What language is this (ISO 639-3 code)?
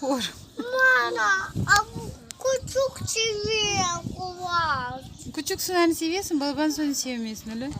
crh